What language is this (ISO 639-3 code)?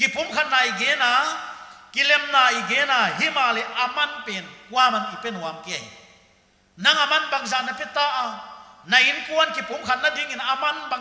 pck